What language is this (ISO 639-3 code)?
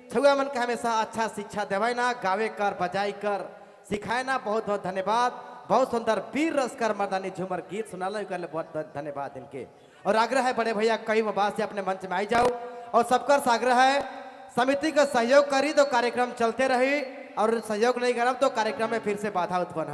sck